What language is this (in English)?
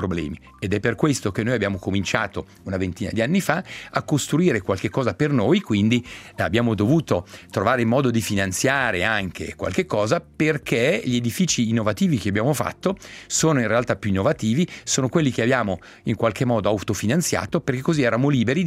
Italian